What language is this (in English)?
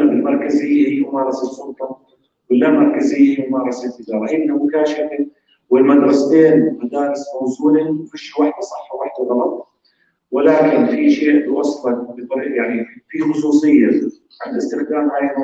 North Levantine Arabic